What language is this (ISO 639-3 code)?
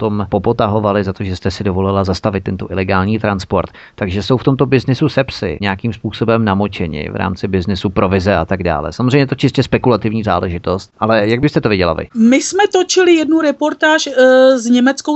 ces